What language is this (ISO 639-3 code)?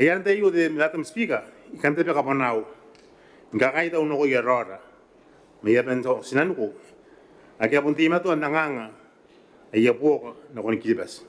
gil